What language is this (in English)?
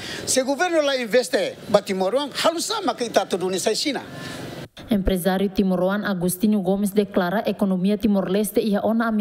Tetum